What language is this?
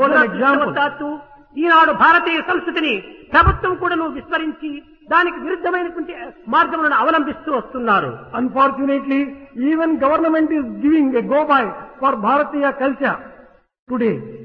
Telugu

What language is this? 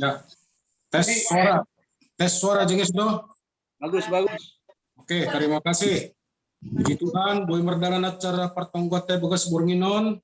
Batak Simalungun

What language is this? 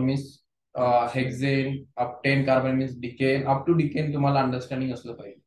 Marathi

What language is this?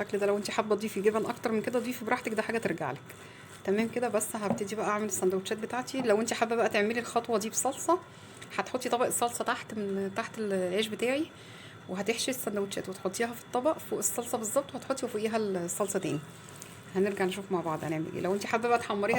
Egyptian Arabic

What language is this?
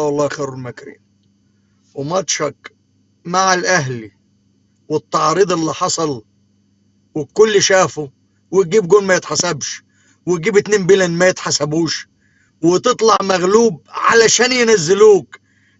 Egyptian Arabic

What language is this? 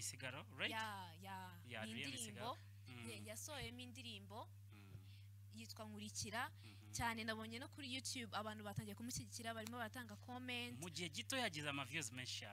Kinyarwanda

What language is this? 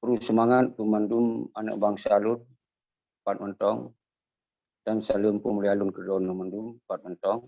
Achinese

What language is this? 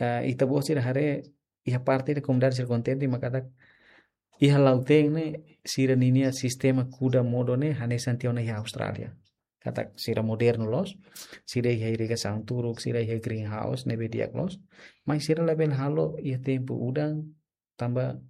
Tetum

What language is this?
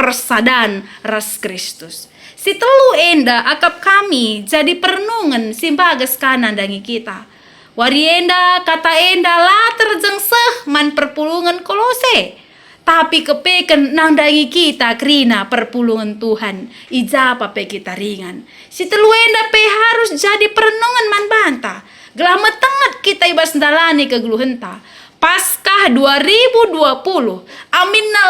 Batak Karo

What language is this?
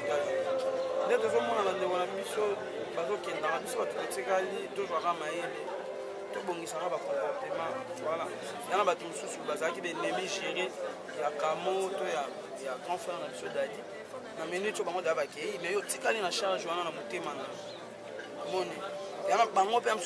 Lingala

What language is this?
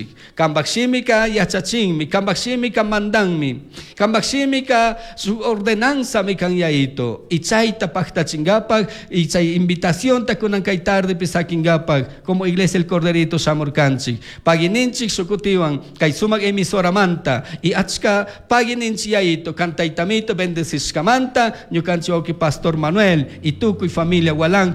Chimborazo Highland Quichua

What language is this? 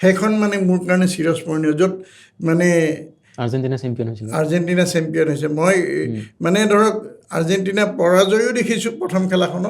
Assamese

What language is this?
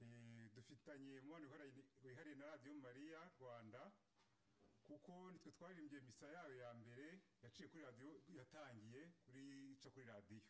Kinyarwanda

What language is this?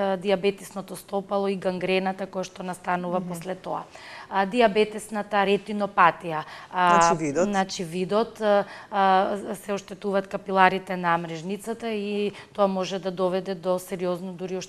Macedonian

